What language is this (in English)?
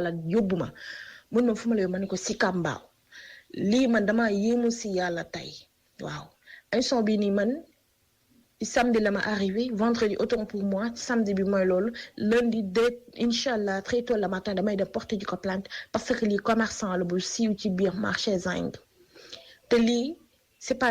Wolof